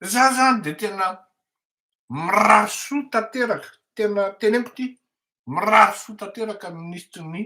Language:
Malagasy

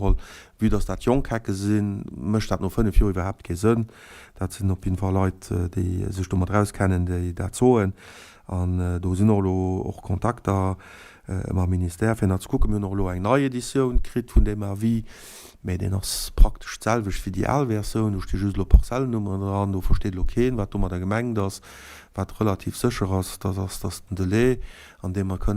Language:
Luxembourgish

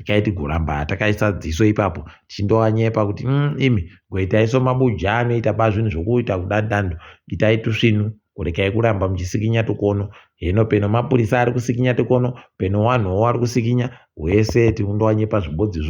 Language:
Ndau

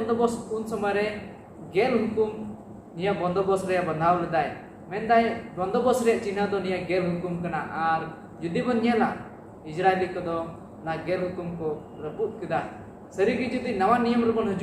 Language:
Santali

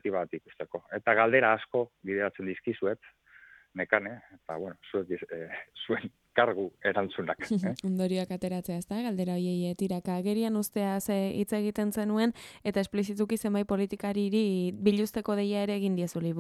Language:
Basque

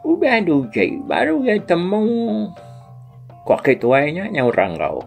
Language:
Iban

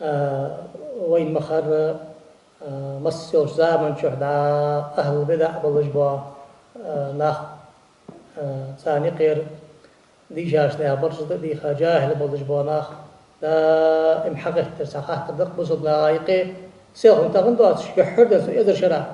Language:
Ingush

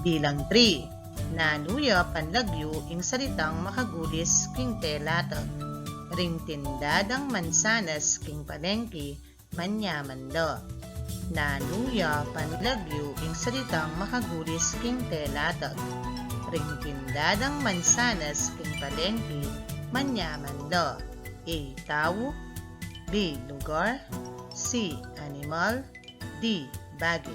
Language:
Pampanga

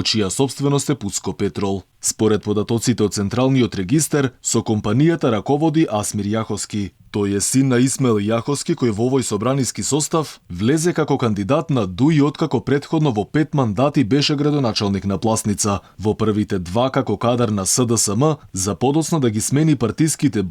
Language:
Macedonian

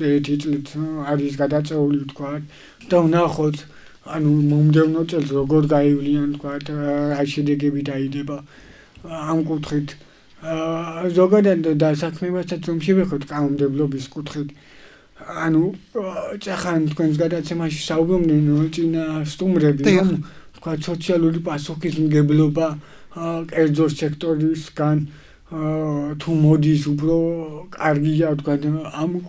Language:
Georgian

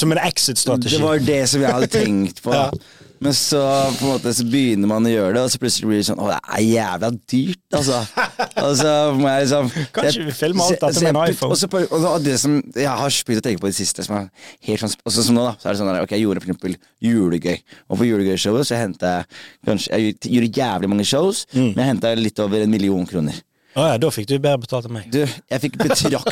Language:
Norwegian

